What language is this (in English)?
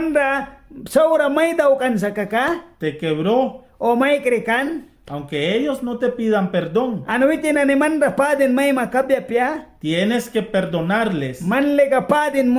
Mískito